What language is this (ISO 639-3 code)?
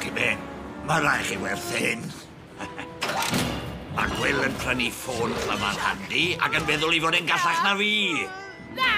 cym